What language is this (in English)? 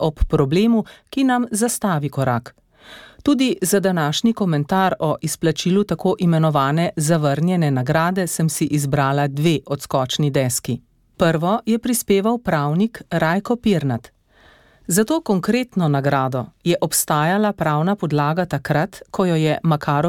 Slovenian